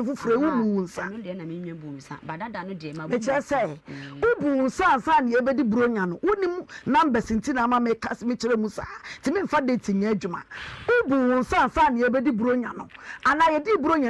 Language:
Akan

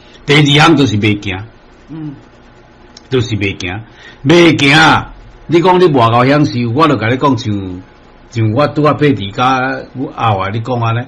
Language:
Min Nan Chinese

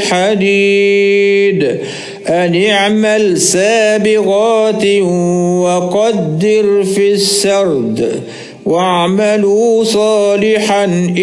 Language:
Arabic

